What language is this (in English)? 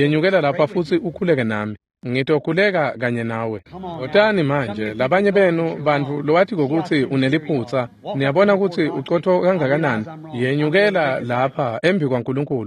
Swati